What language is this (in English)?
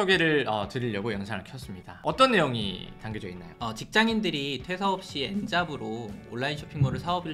Korean